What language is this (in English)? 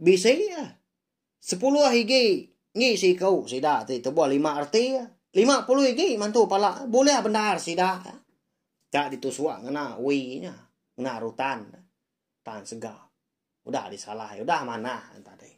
Iban